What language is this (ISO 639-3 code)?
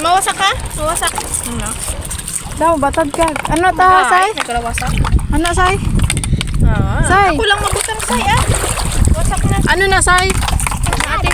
hil